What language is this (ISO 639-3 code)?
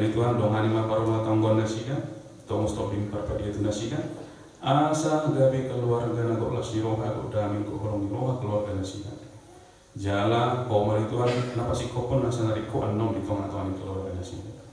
bbc